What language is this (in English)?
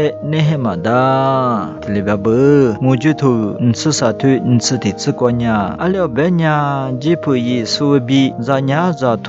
Lisu